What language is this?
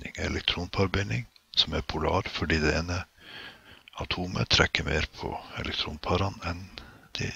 Norwegian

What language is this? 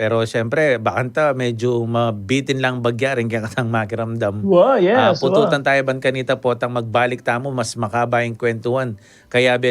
Pampanga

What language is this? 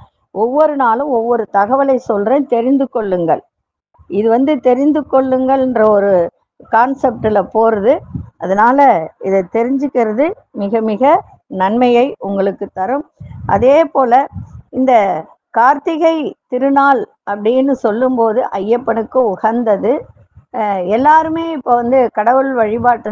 Tamil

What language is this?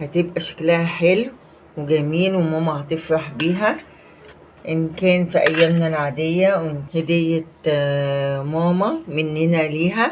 Egyptian Arabic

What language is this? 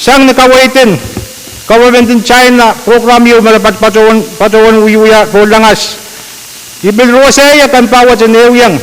Pohnpeian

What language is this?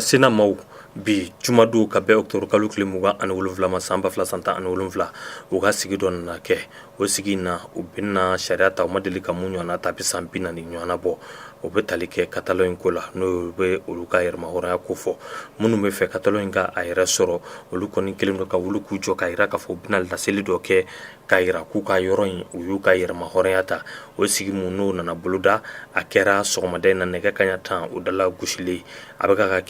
Bambara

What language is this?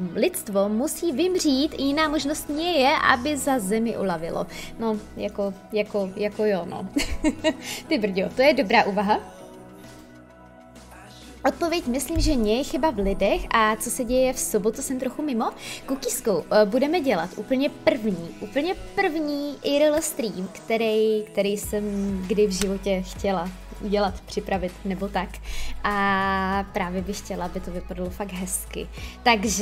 Czech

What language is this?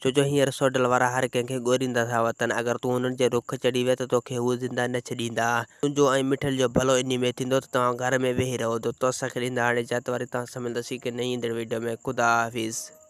Sindhi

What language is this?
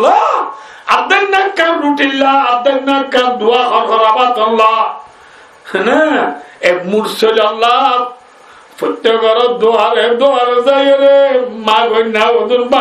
Rohingya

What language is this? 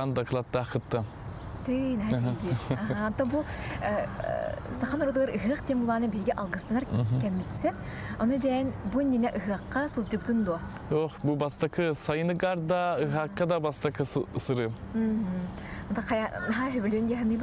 Yakut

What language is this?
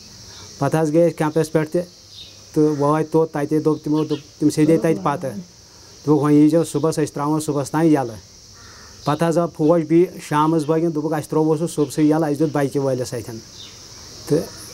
Kashmiri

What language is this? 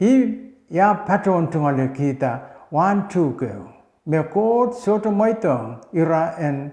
Pohnpeian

